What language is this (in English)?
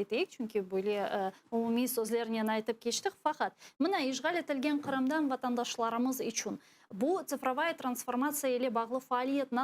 Crimean Tatar